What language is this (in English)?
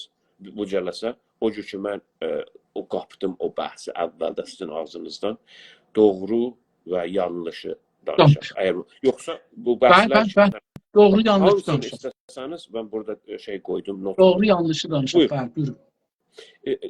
South Azerbaijani